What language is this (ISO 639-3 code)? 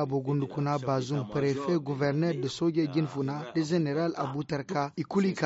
dje